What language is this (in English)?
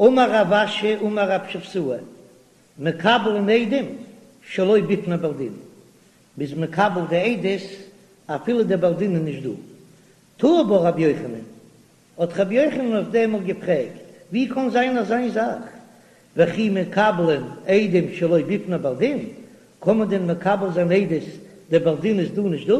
Yiddish